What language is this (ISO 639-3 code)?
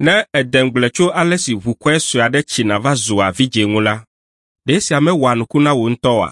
ewe